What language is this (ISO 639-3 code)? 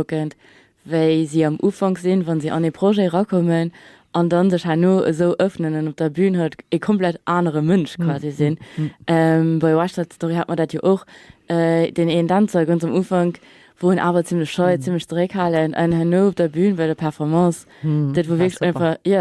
ltz